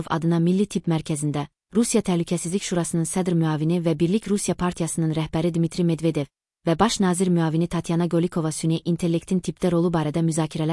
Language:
Azerbaijani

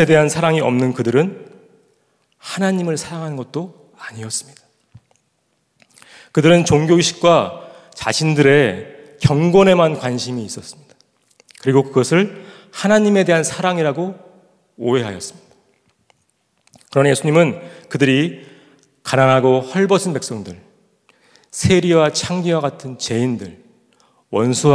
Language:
Korean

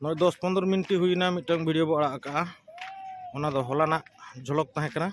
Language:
Santali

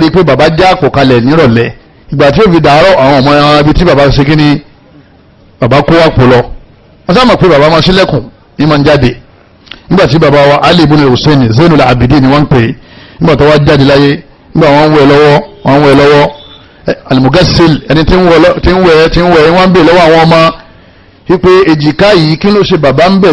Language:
Yoruba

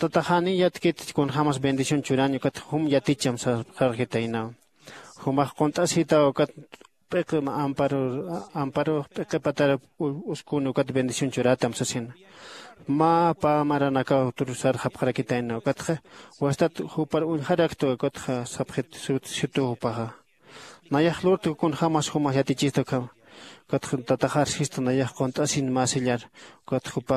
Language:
Aymara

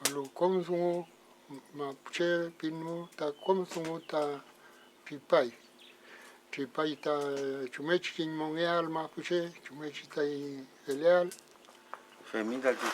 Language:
Mapuche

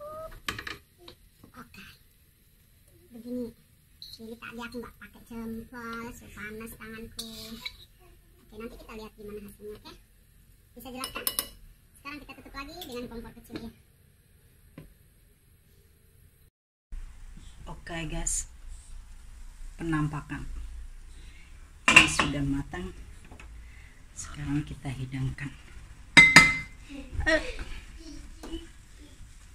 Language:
Indonesian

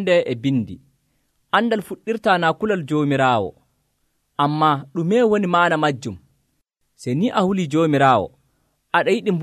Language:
Nigerian Fulfulde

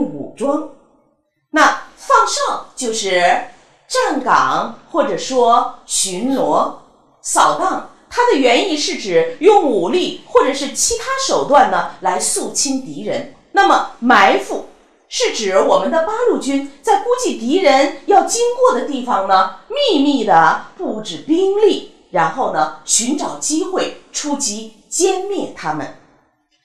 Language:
Chinese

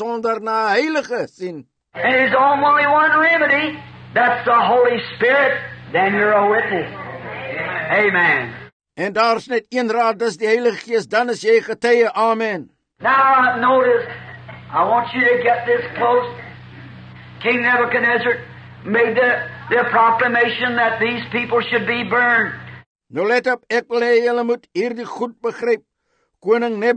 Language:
Afrikaans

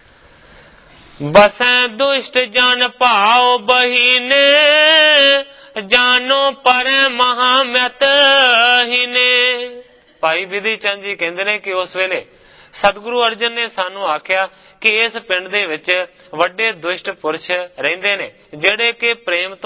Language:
Punjabi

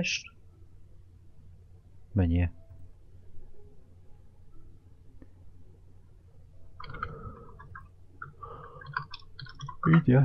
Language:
Hungarian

